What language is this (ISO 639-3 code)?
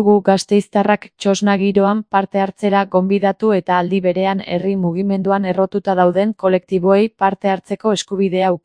eus